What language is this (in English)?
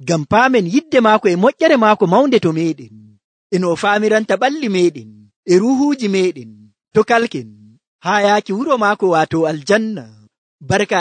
Nigerian Fulfulde